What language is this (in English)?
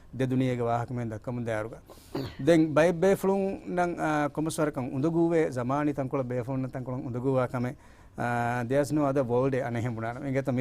Divehi